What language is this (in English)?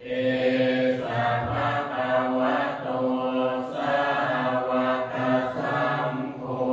Pali